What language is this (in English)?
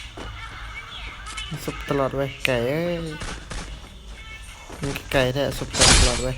Lao